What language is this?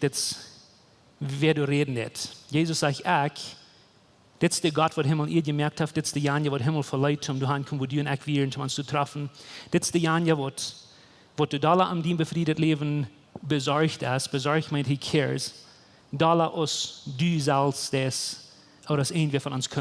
Plautdietsch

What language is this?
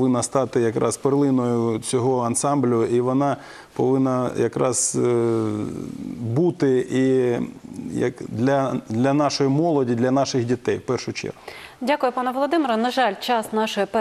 Ukrainian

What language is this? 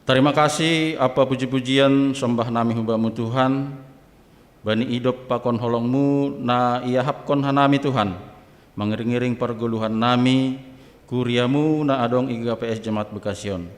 Batak Simalungun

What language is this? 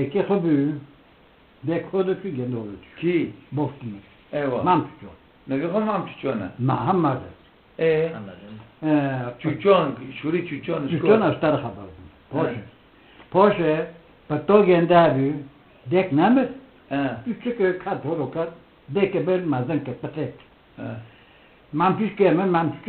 Kurdish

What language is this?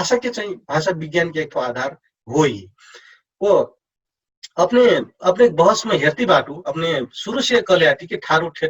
Dangaura Tharu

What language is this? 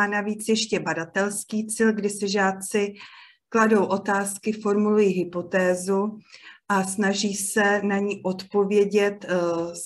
Czech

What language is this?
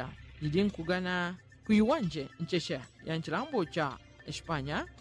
Yao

